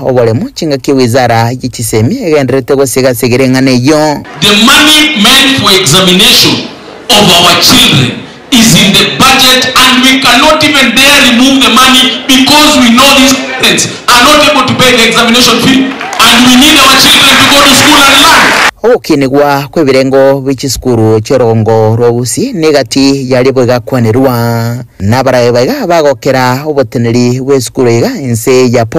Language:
Gusii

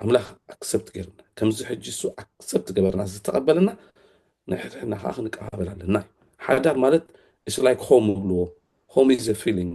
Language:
Tigrinya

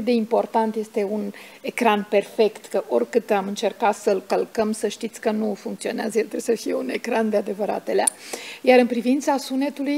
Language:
Romanian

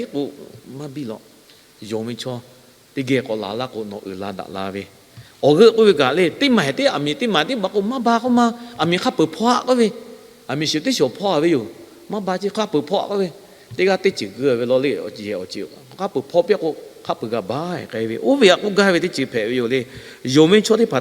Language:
Lahu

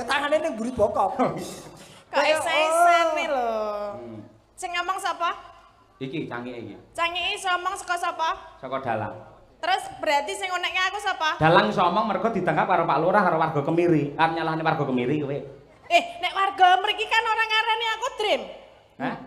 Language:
Javanese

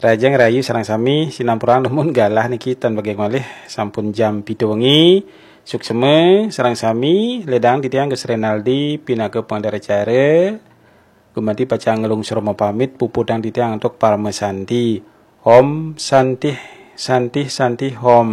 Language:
Balinese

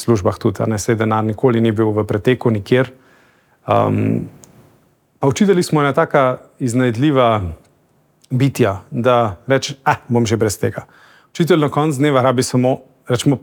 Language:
Slovenian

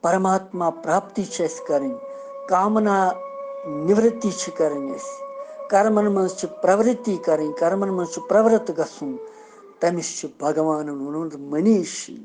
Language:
Kashmiri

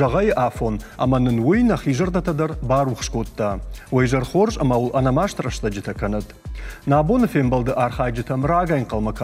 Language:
Ossetic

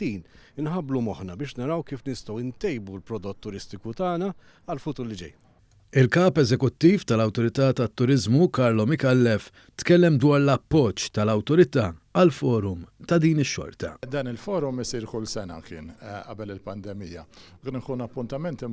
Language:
Maltese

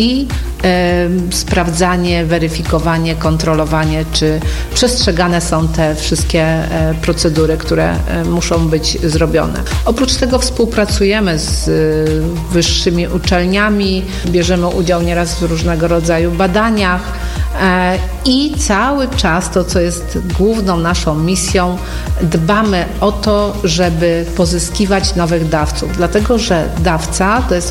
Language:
Polish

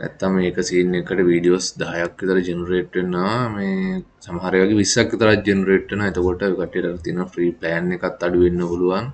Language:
Sinhala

